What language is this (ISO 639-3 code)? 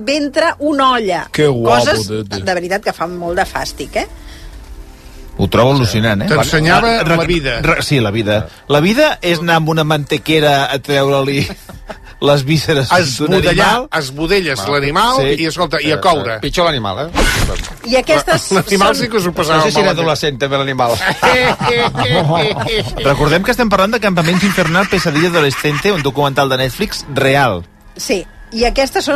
cat